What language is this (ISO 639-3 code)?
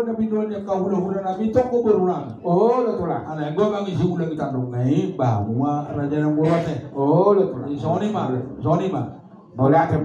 bbc